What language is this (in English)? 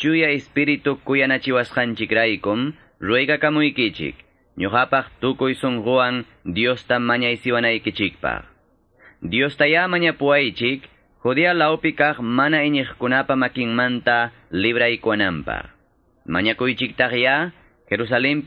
Quechua